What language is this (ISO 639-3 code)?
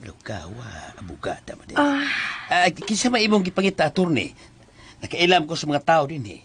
ceb